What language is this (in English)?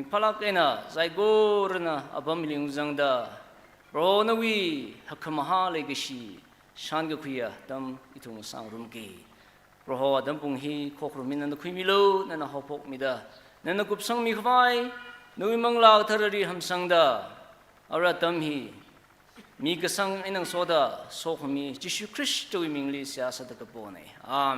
Tangkhul Naga (India)